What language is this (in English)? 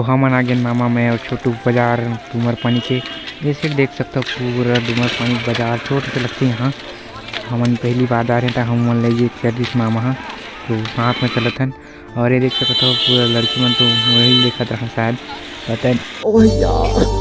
Chhattisgarhi